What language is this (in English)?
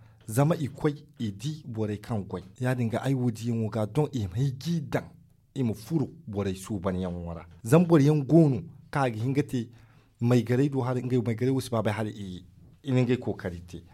Zarma